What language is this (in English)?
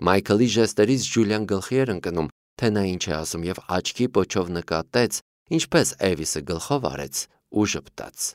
Armenian